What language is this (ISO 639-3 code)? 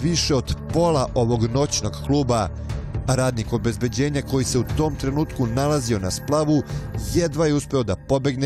srp